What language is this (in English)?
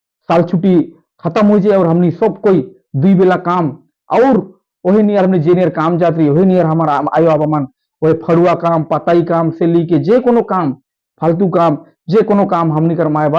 Sadri